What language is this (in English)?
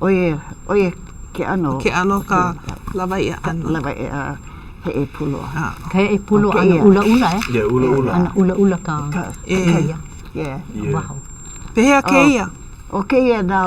Hawaiian